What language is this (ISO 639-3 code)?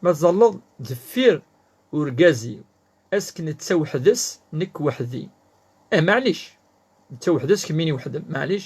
kab